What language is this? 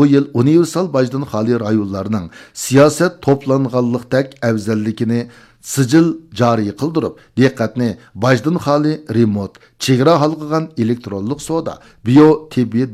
Uyghur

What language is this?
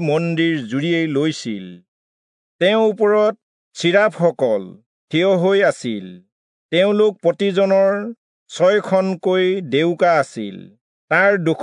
Assamese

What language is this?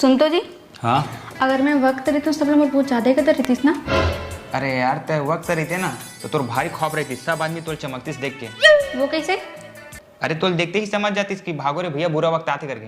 Chhattisgarhi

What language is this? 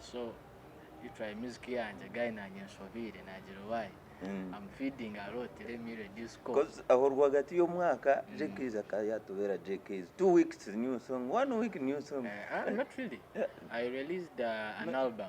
Nyankole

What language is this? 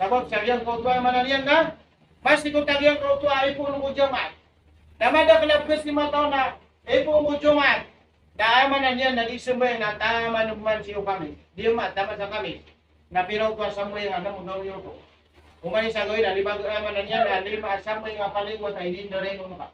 Maranao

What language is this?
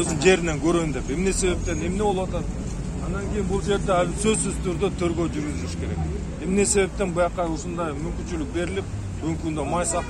Kyrgyz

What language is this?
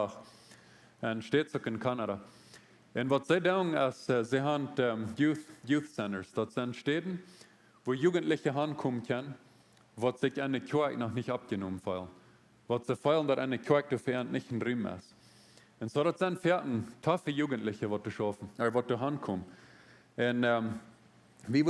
Plautdietsch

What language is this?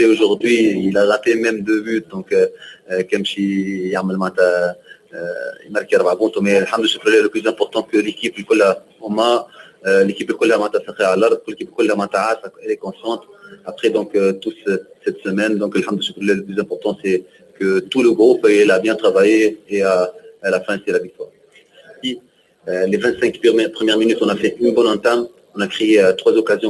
Kabyle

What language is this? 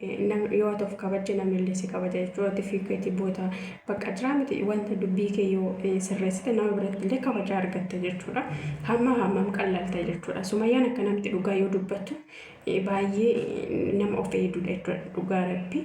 Oromo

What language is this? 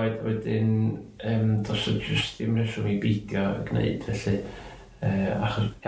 Welsh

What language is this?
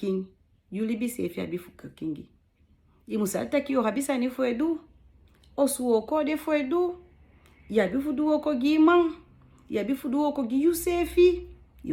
Sranan Tongo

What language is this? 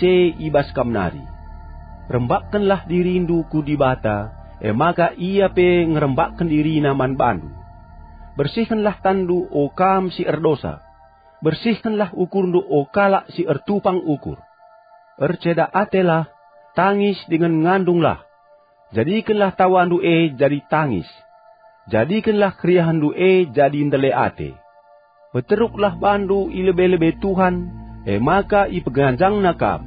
Batak Karo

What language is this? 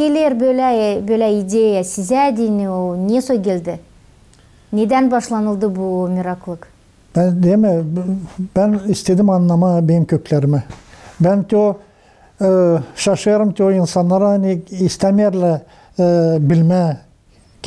Gagauz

